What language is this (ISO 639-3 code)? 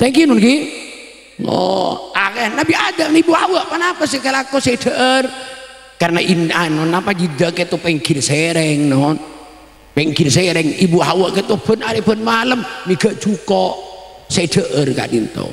mad